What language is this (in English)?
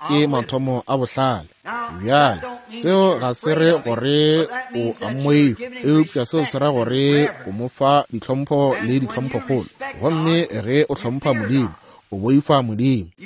Northern Sotho